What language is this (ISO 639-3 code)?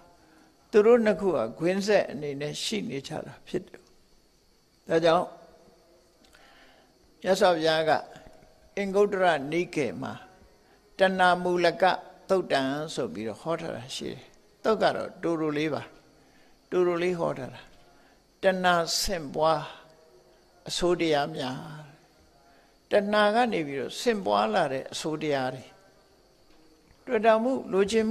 mya